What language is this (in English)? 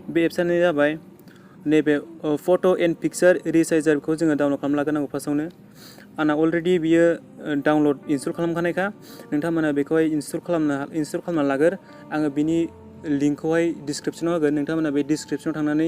Bodo